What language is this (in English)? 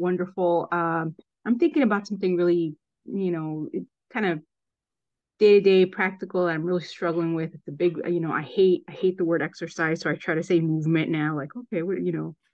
English